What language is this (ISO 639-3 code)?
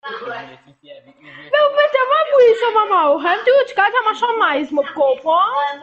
mfe